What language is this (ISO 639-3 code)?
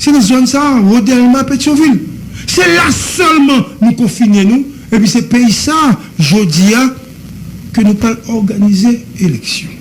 hat